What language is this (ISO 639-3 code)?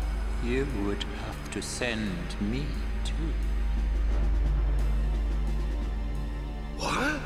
deu